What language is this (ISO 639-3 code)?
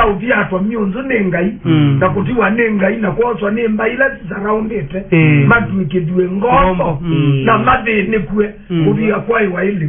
kam